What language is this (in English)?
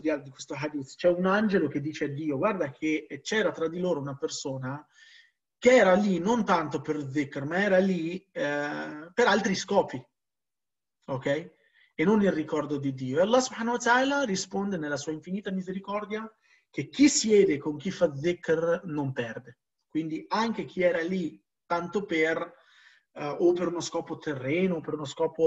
Italian